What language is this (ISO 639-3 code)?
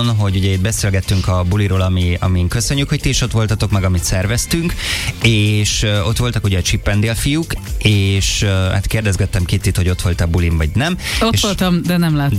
hun